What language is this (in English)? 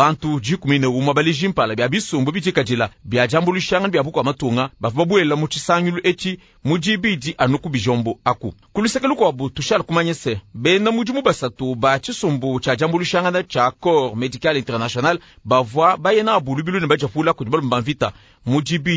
Luba-Lulua